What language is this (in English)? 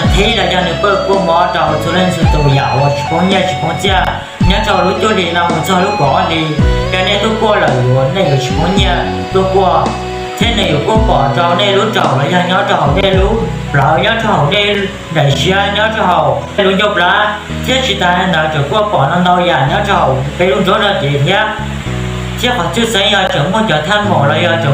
Hmong